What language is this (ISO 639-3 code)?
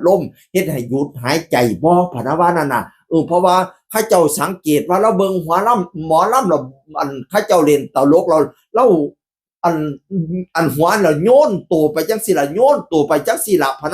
tts